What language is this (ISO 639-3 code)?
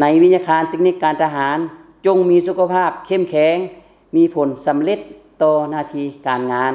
lao